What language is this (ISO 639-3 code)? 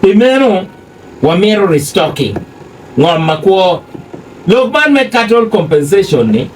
ach